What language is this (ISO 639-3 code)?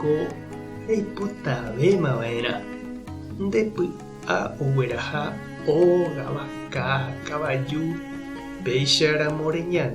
grn